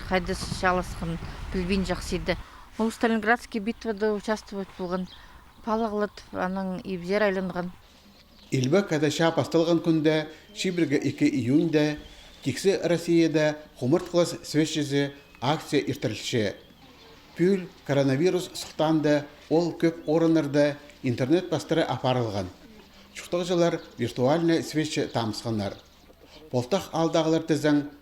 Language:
Khakas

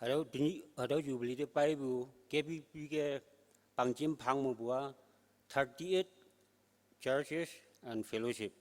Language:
Konyak Naga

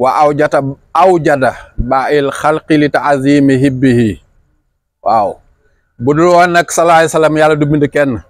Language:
Wolof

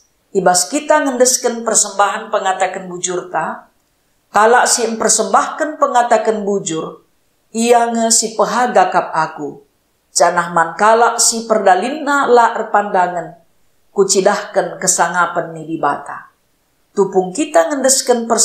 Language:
Batak Karo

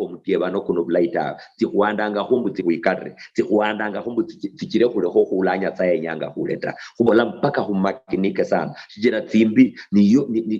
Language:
Luyia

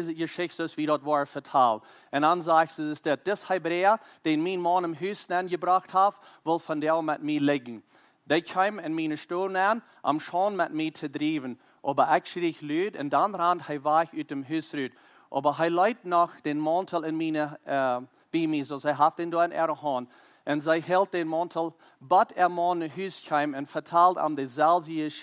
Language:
Plautdietsch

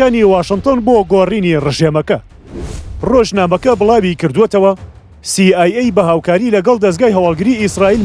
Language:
Central Kurdish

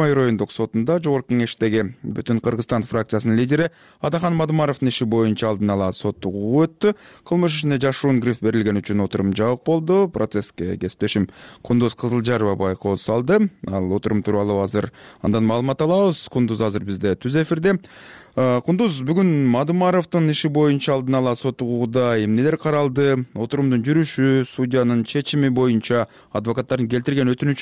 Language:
Kyrgyz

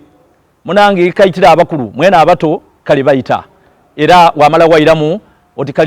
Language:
Soga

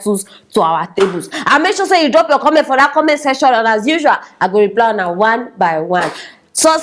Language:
Nigerian Pidgin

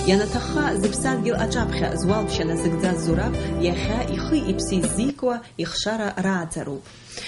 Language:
Abkhazian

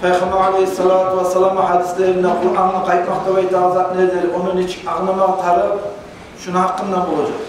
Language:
Kumyk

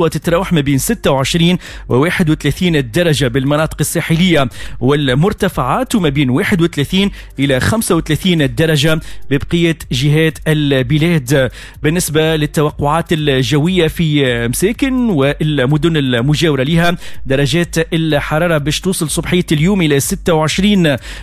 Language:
Tunisian Arabic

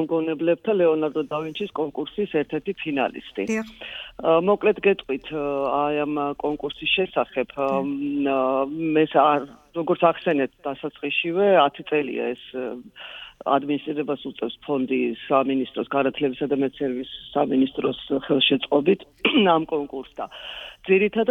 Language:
Georgian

